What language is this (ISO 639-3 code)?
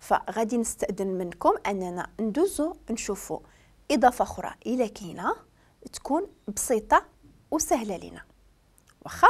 ary